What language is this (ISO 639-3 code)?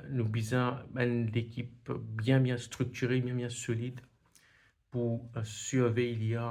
mfe